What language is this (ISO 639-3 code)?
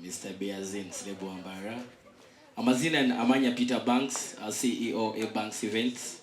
nyn